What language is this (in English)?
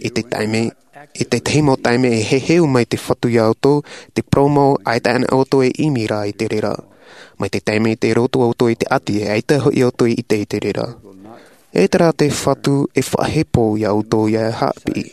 Tahitian